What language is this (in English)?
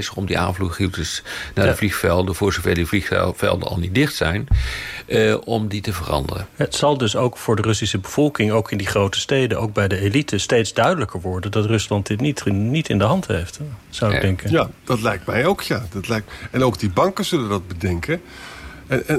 Dutch